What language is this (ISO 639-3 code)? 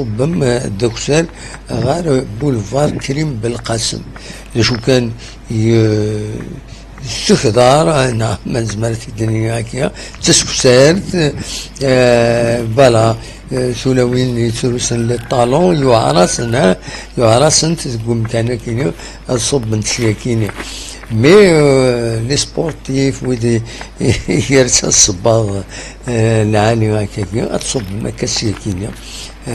kab